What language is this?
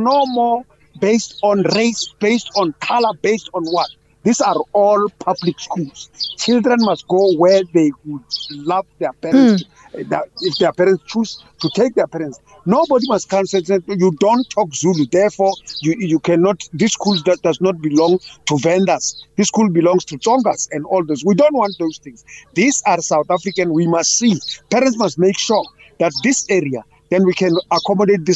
English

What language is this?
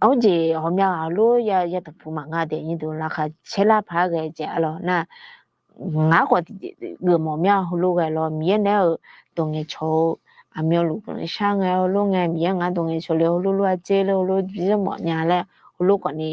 Akha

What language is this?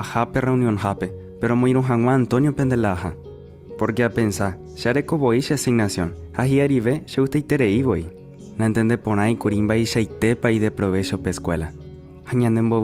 Guarani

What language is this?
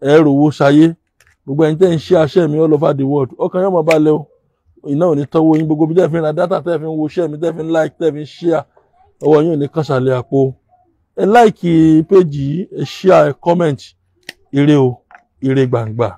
Yoruba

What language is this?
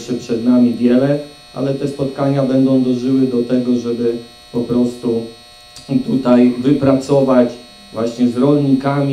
Polish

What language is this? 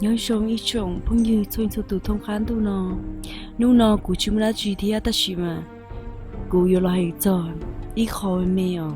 Hmong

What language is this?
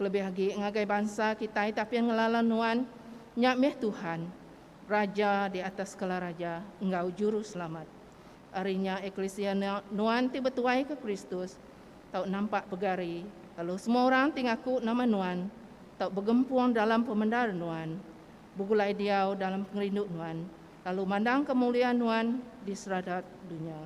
Iban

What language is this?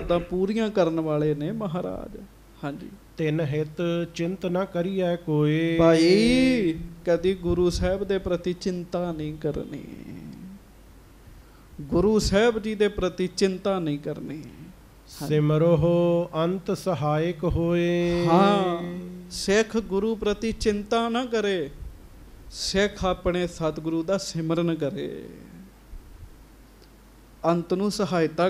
Punjabi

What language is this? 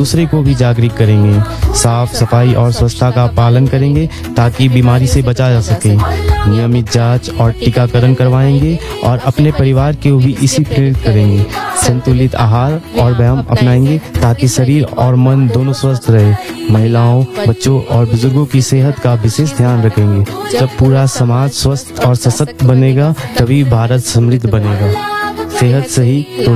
Hindi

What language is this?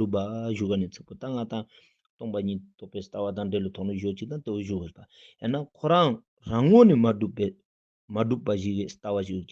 Ladakhi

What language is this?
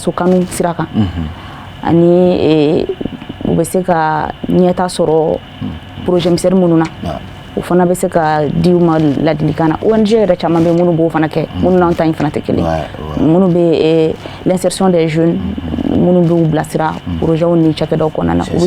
Bambara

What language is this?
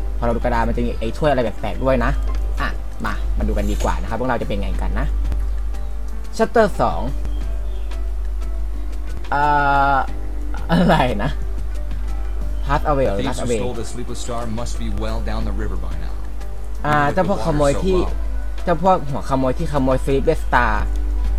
Thai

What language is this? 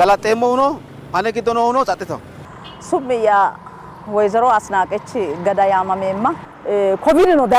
Sidamo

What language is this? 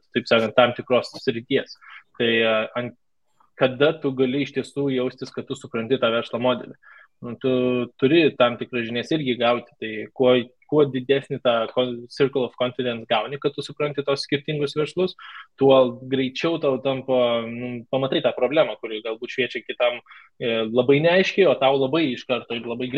Lithuanian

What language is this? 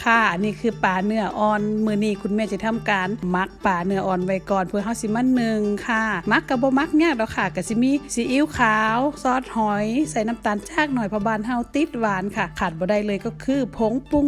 Northeastern Thai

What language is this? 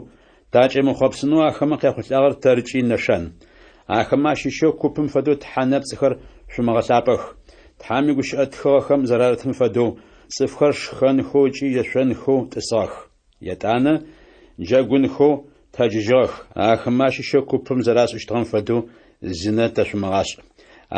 Adyghe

